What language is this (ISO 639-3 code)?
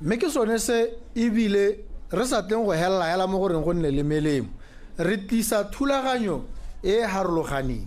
tsn